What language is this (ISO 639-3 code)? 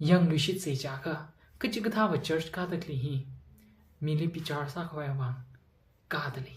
nmf